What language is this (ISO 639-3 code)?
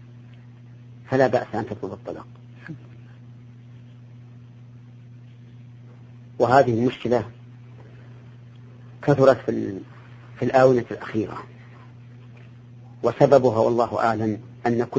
ara